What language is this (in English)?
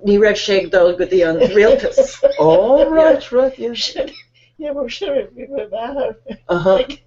Irish